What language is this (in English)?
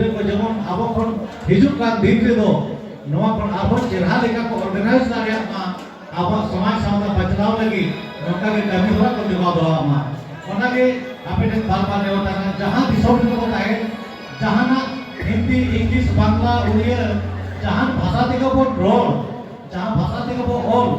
Santali